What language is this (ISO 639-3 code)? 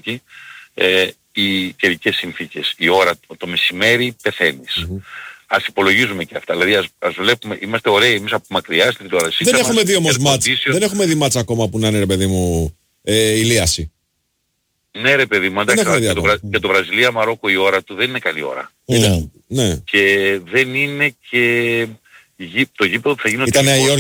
ell